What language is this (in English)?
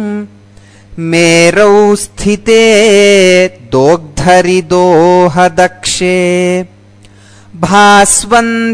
Sanskrit